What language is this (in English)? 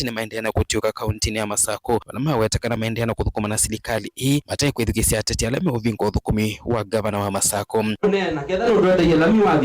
Kamba